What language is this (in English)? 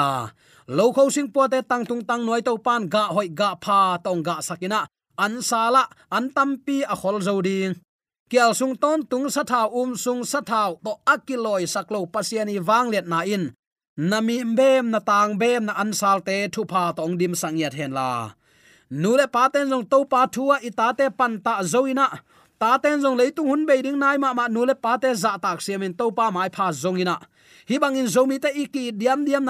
Tedim Chin